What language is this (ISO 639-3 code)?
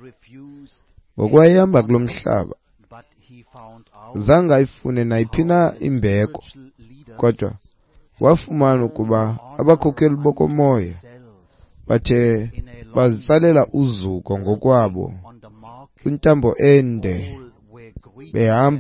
xho